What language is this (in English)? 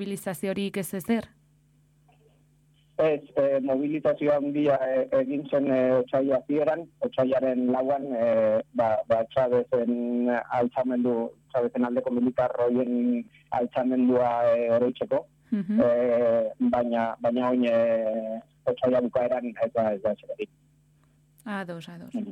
Basque